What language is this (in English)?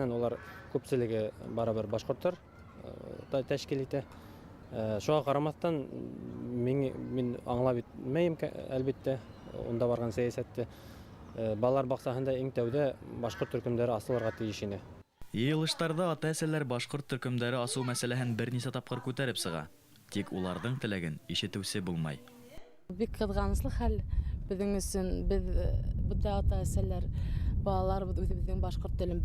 Bashkir